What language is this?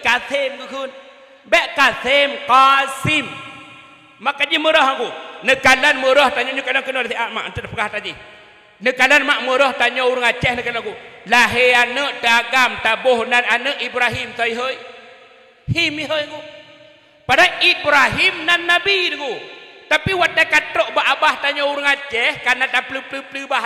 Achinese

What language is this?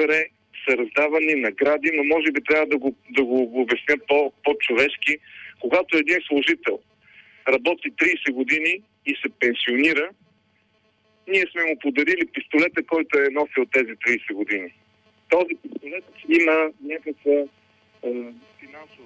Bulgarian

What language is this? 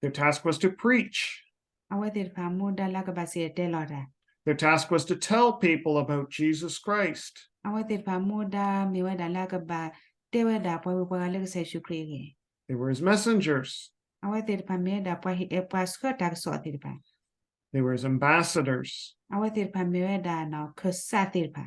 S'gaw Karen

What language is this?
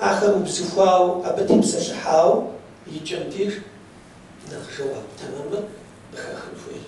Kabardian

